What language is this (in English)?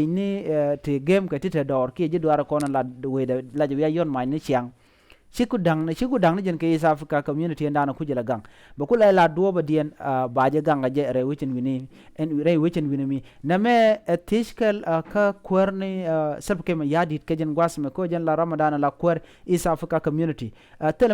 Nuer